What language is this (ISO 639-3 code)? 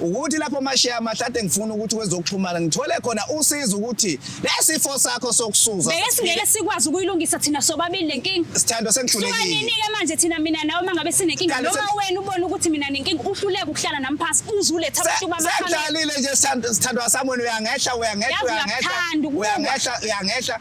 zul